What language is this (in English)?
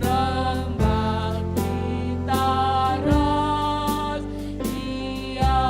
Batak Karo